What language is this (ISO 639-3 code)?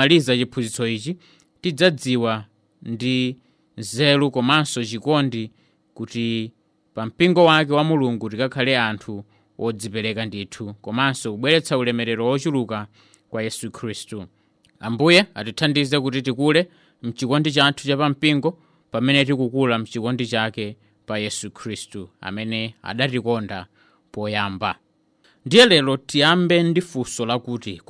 nya